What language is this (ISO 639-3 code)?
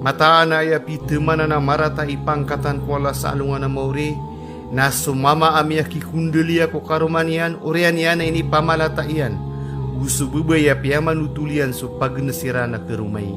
mrw